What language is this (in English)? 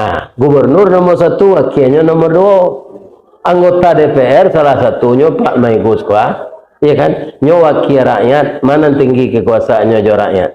Minangkabau